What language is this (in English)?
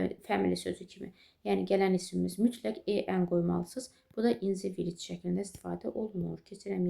Azerbaijani